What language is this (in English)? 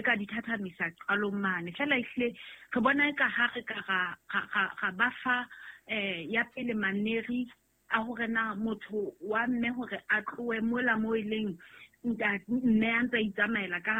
Southern Sotho